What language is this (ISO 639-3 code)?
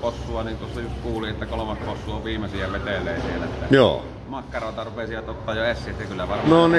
fin